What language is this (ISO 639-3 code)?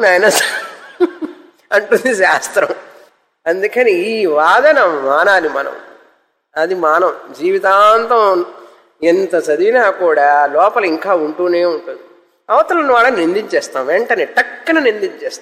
tel